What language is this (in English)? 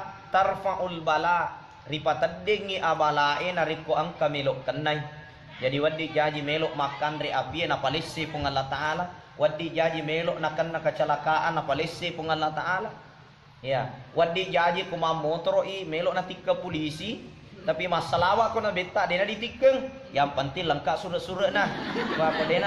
Buginese